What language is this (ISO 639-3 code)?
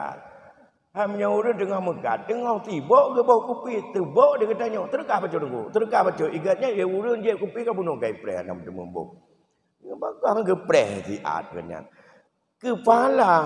ace